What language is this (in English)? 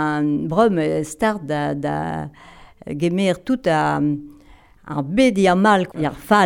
Breton